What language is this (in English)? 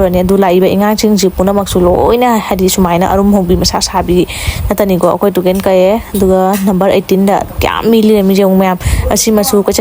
Manipuri